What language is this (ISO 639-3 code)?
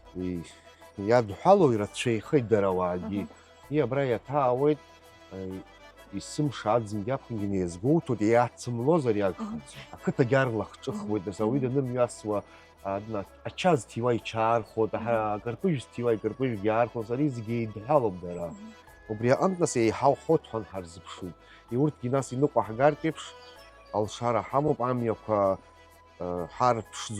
abk